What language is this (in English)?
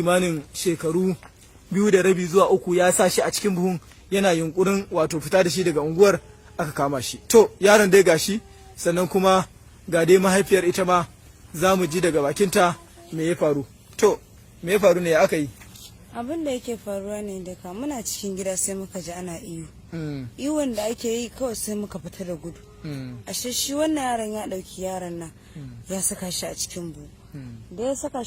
Hausa